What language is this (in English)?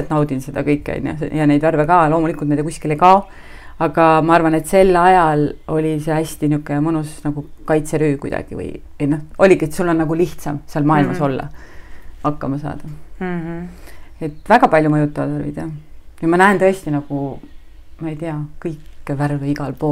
Estonian